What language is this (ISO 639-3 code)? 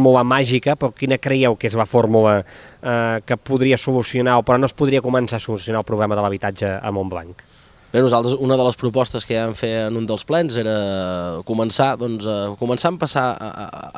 cat